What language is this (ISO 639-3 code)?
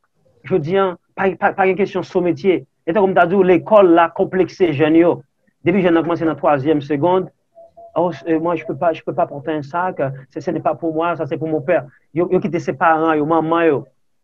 hat